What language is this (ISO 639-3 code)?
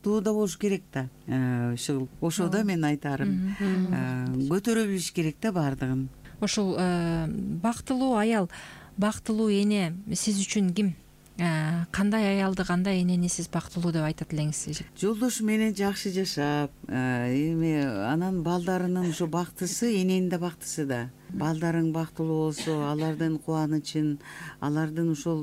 kir